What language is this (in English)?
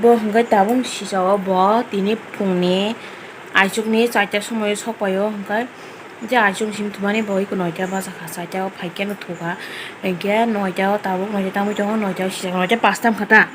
Kok Borok